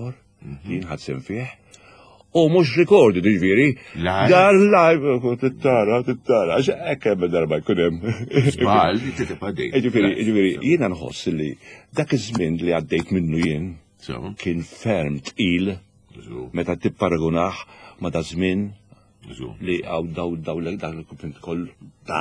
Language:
Maltese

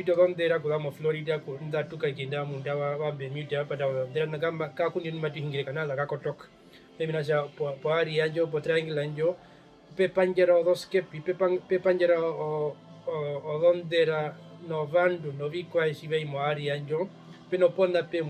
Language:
Herero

